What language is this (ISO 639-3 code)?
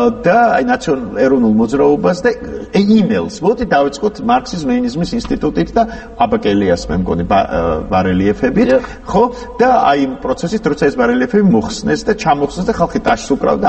kat